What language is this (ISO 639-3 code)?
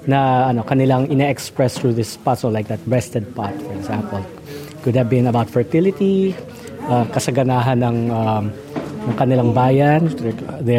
fil